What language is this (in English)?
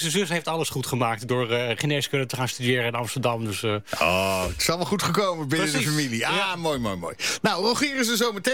Dutch